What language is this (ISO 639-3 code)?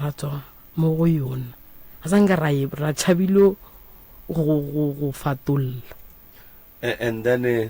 nso